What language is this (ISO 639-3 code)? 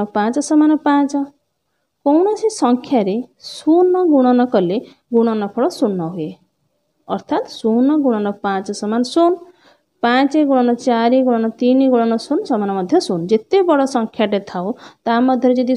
ori